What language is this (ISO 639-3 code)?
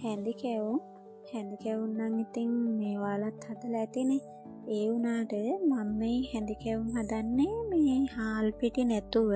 sin